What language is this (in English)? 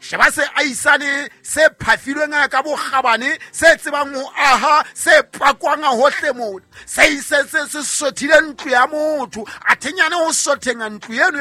Southern Sotho